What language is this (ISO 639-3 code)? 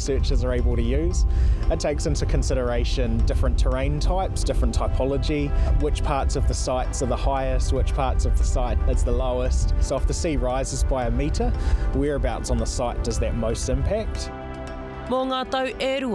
mri